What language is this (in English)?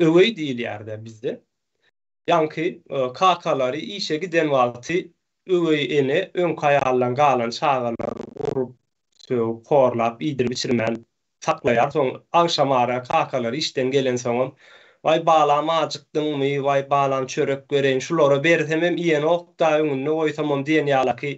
Turkmen